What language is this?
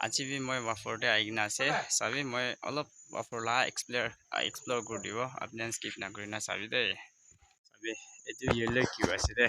Naga Pidgin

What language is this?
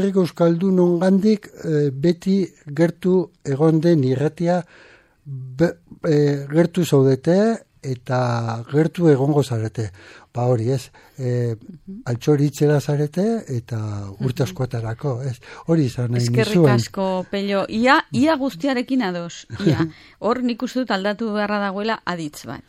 Basque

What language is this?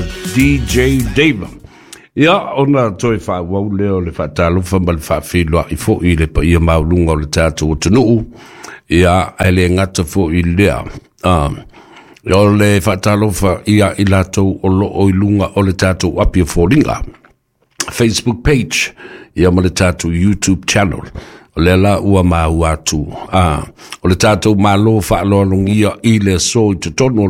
Samoan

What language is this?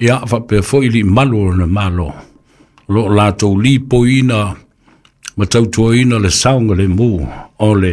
Samoan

